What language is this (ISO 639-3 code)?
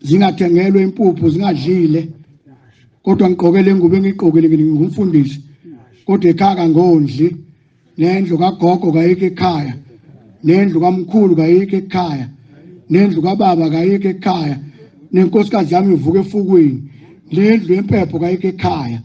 zul